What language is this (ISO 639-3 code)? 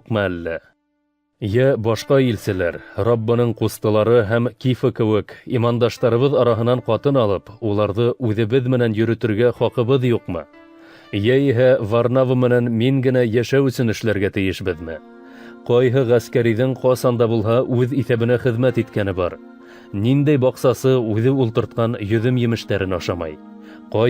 bak